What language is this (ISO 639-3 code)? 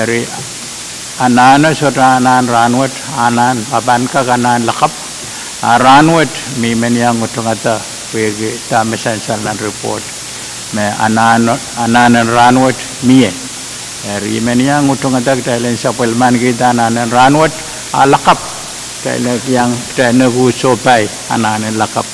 pon